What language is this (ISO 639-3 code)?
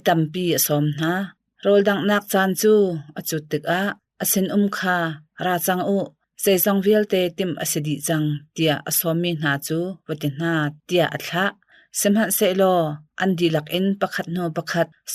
cnh